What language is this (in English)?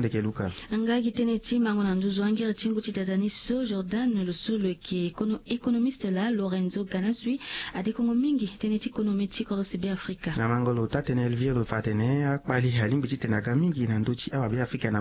Sango